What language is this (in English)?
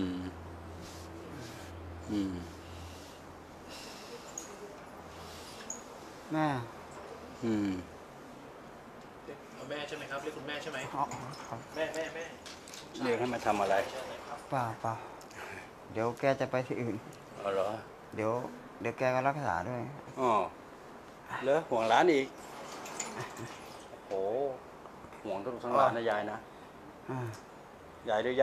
Thai